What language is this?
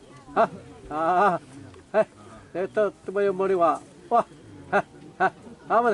Xavánte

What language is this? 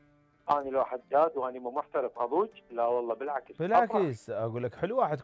Mesopotamian Arabic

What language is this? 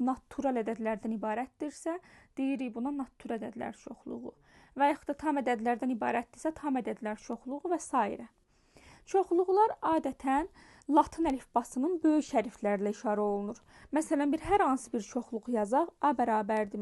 Azerbaijani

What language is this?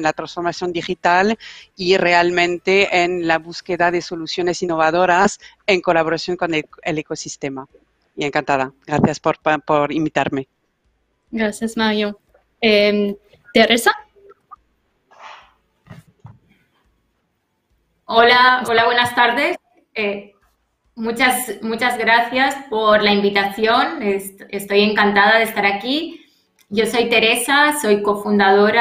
Spanish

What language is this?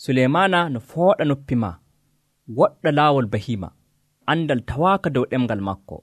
Nigerian Fulfulde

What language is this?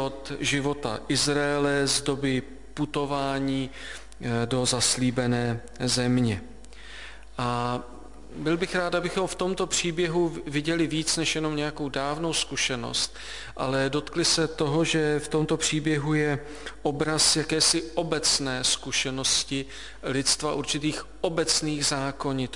Czech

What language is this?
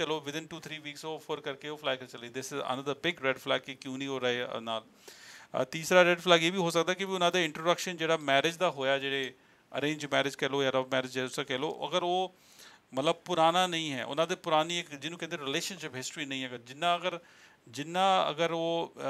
Punjabi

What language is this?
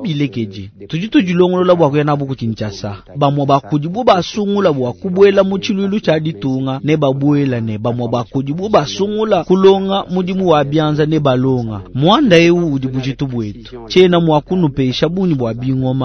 Luba-Lulua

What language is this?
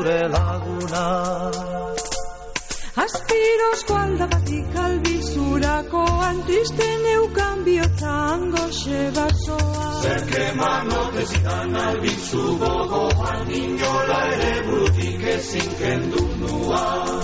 Basque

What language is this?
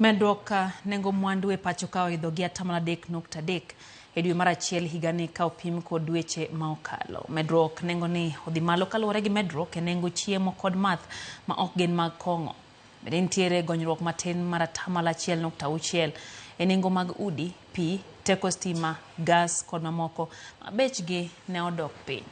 Luo (Kenya and Tanzania)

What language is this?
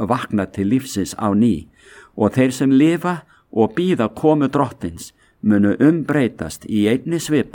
Icelandic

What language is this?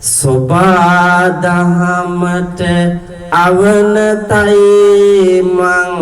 Sinhala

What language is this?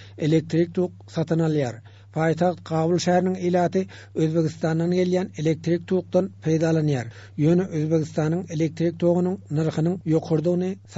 Turkmen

